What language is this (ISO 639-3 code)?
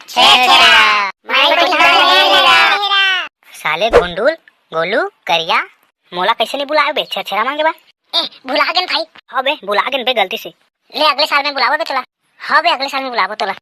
hne